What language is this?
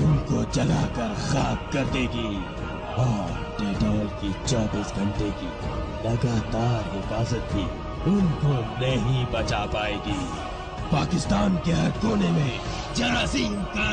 Hindi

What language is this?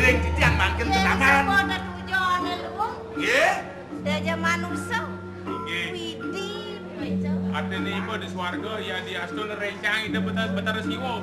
Balinese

